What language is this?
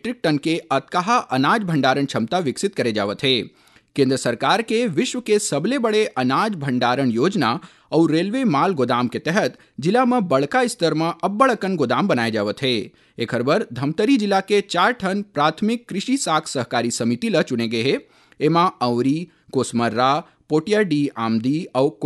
Chhattisgarhi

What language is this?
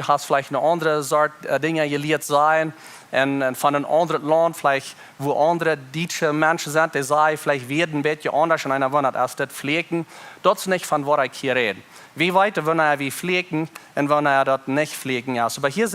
Plautdietsch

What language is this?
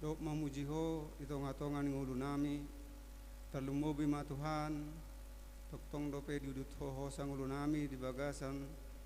Batak Toba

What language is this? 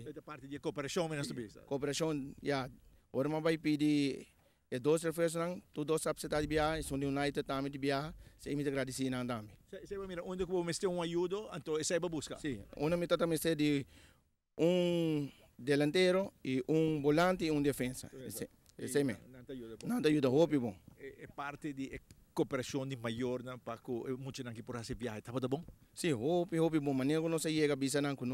Papiamento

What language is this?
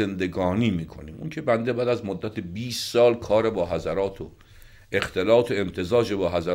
Persian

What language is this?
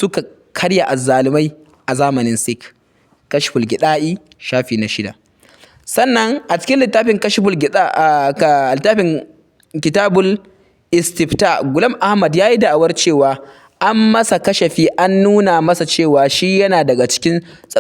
Hausa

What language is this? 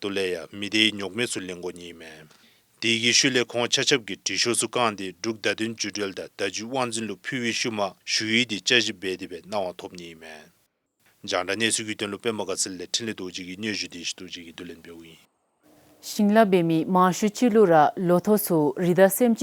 Dzongkha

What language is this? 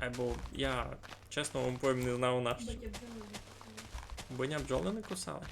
Rusyn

